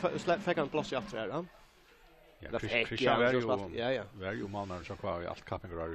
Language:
Faroese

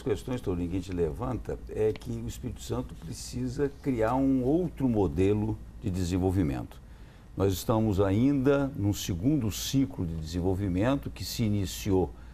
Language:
Portuguese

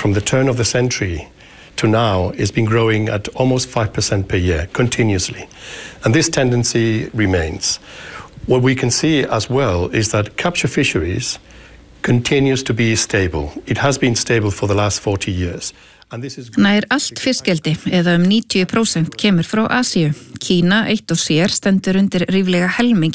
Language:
Icelandic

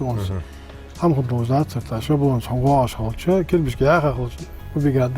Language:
Ingush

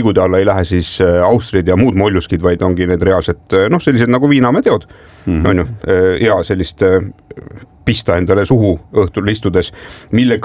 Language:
Estonian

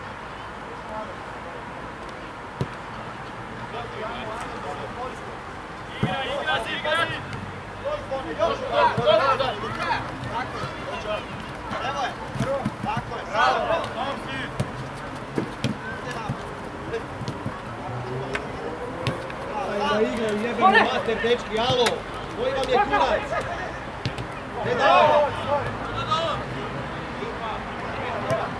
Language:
Croatian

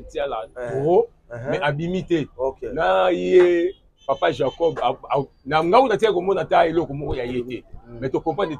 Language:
Lingala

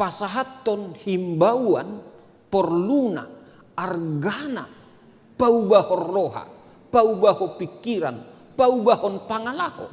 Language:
Batak Toba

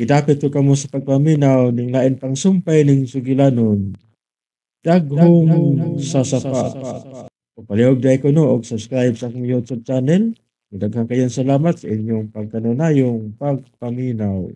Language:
Cebuano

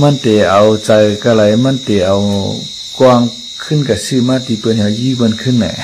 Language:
Shan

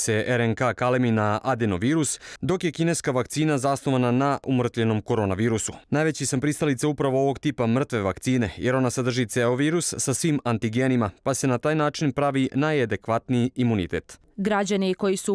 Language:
Serbian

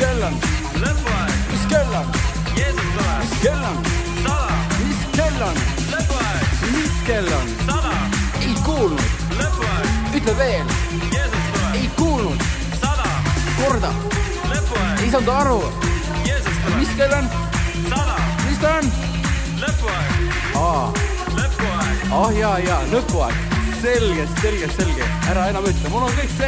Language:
Estonian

